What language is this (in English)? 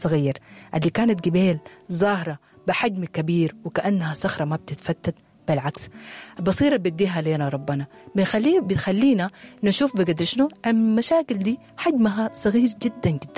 Sudanese Arabic